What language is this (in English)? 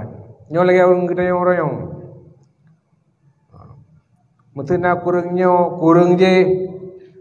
Malay